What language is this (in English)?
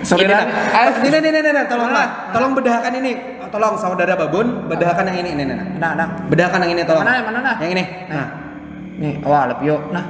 Banjar